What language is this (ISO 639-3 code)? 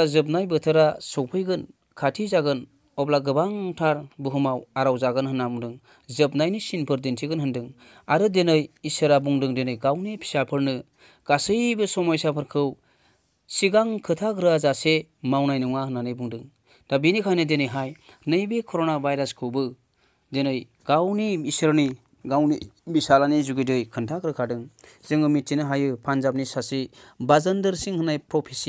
brx